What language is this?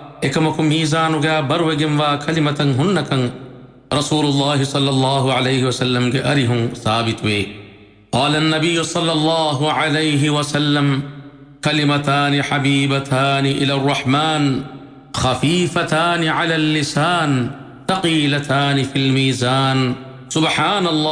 Divehi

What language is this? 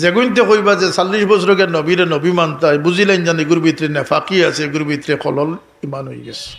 Sylheti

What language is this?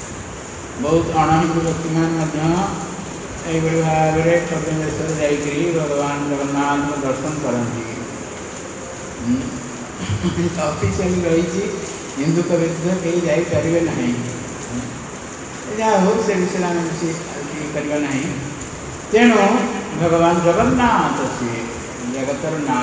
Odia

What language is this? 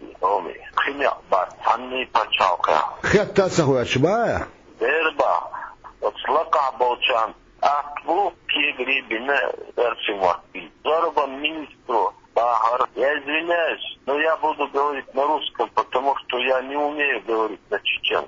Chechen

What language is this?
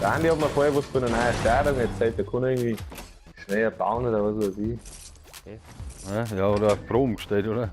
Bavarian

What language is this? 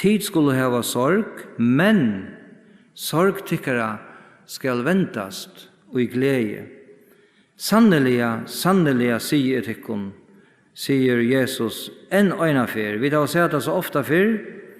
Faroese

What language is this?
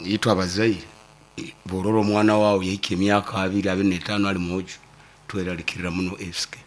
Nyankole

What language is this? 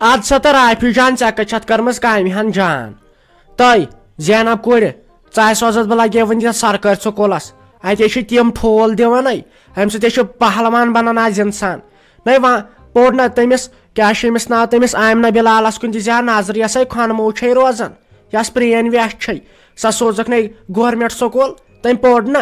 Kashmiri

